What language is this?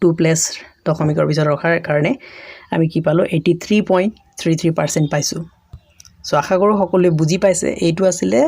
Assamese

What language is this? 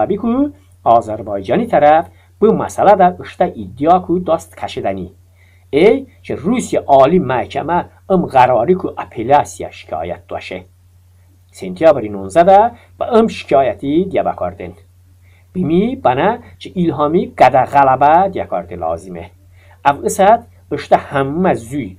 Talysh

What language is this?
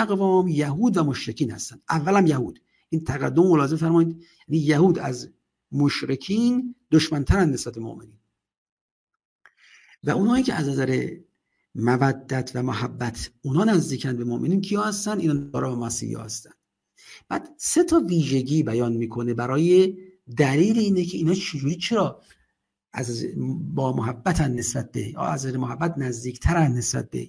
Persian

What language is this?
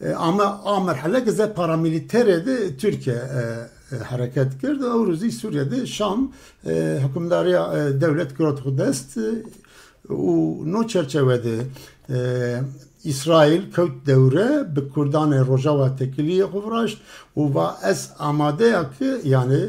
Zaza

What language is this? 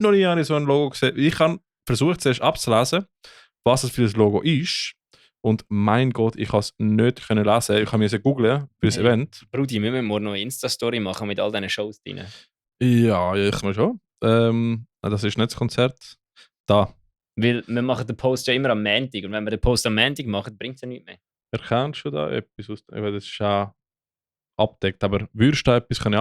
Swiss German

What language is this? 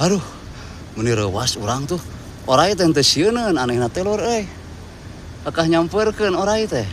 Sundanese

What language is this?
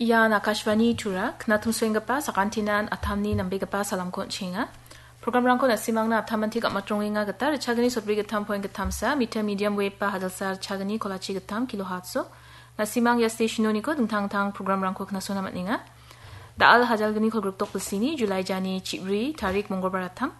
Garo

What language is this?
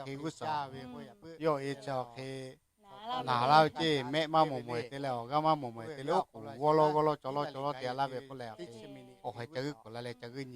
Lahu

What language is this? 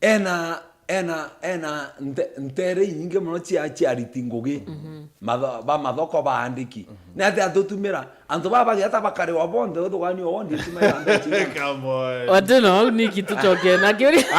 Meru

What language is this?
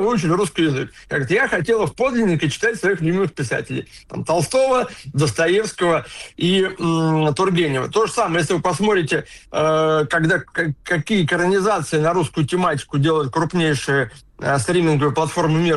Russian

